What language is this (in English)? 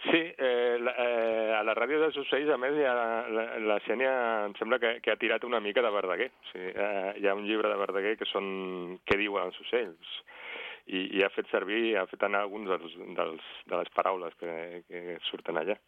Catalan